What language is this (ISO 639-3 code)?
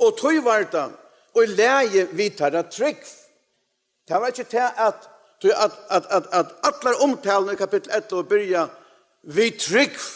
fao